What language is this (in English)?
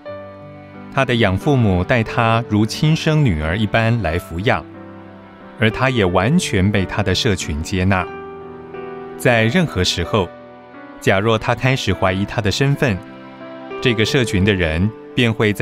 Chinese